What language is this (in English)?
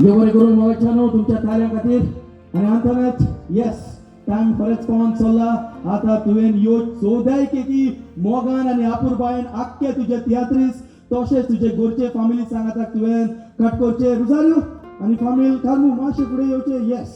Konkani